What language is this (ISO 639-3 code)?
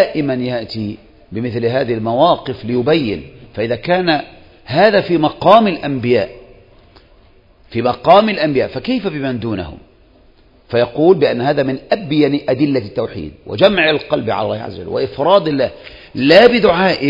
ara